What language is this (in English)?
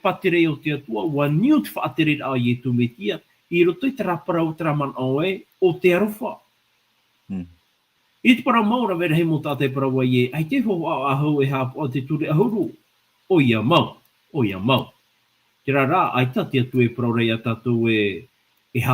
Tahitian